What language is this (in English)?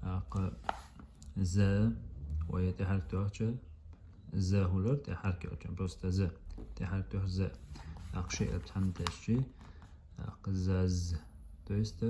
Chechen